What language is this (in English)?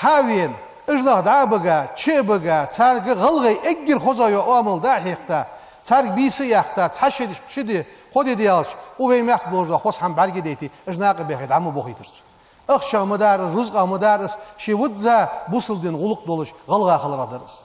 Ingush